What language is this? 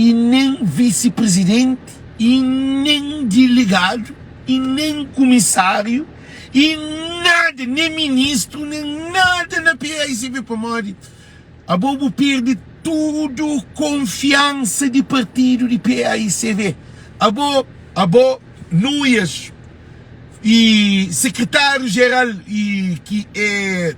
Kabuverdianu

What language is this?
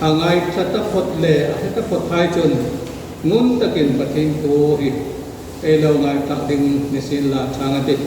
Hmar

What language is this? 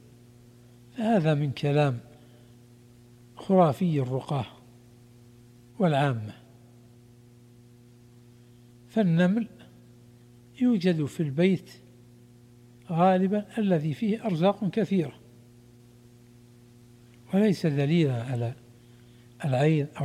Arabic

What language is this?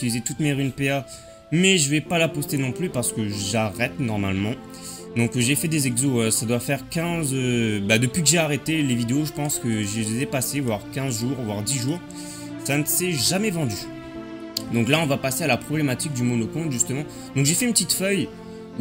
French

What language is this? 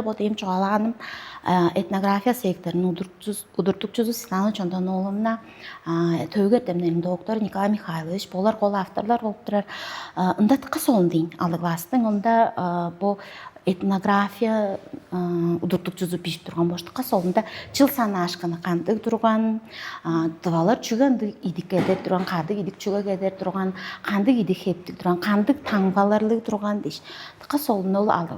Tuvinian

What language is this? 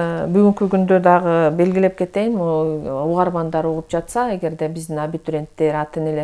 Kyrgyz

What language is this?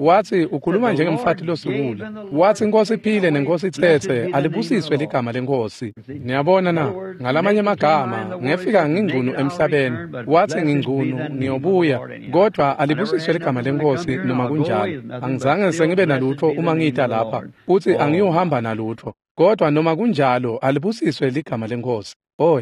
Swati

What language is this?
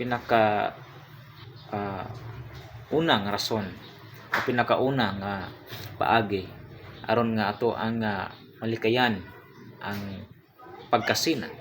Cebuano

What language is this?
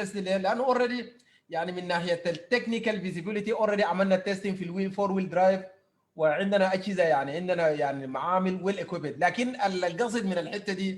Sudanese Arabic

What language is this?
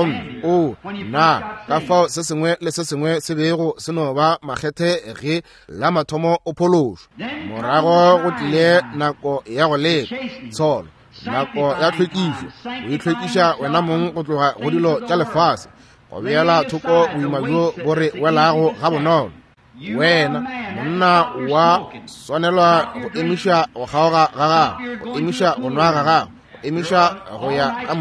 Northern Sotho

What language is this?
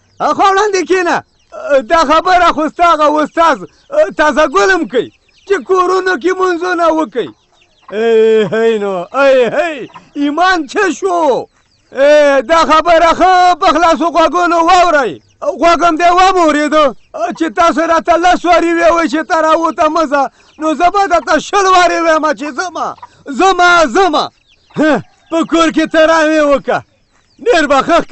Pashto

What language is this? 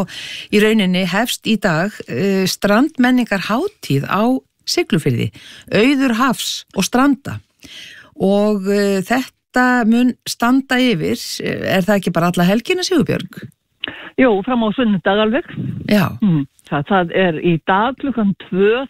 Icelandic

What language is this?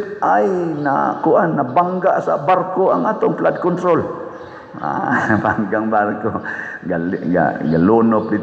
Cebuano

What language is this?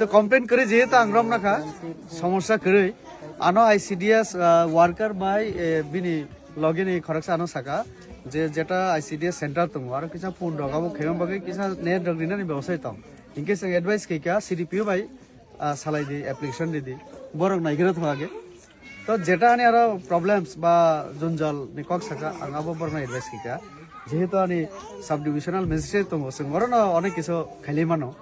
Kok Borok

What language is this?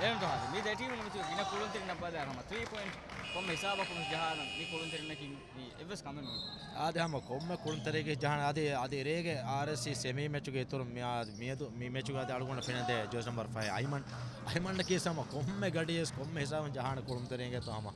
Divehi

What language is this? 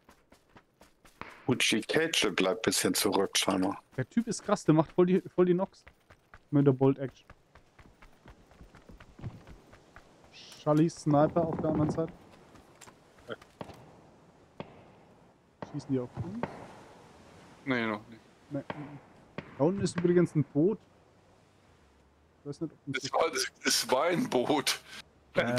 German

